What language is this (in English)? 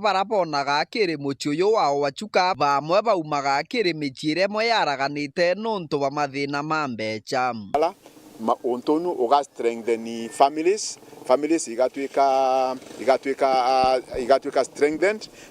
Meru